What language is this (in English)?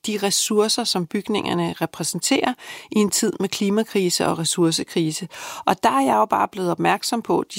Danish